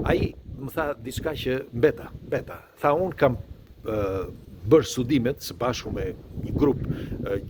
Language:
Albanian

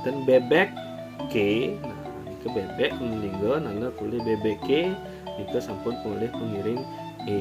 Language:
Balinese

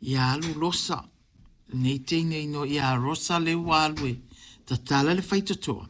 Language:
Samoan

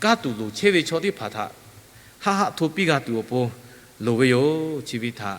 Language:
Lahu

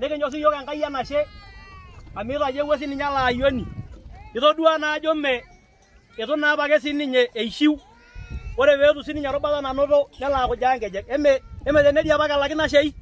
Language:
Masai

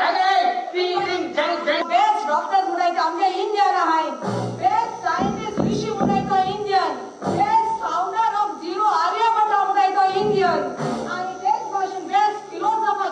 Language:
Konkani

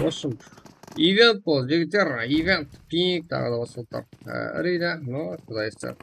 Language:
Kara-Kalpak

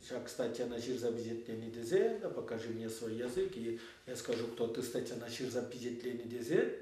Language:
Chuvash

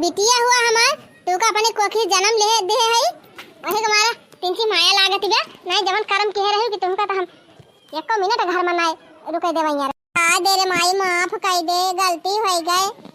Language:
Awadhi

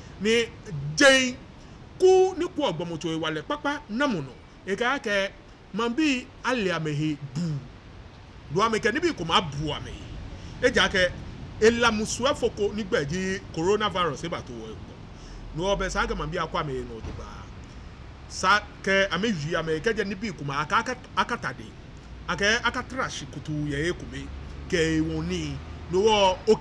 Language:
Ga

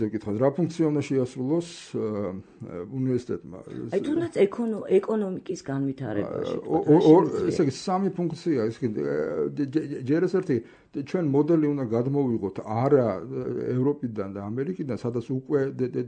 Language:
Georgian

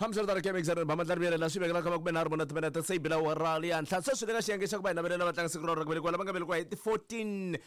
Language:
Tsonga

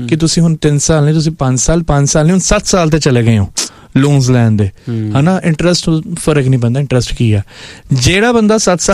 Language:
Punjabi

